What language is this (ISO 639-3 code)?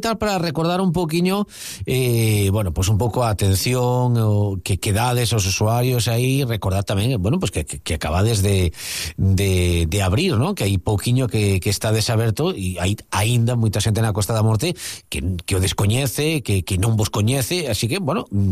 glg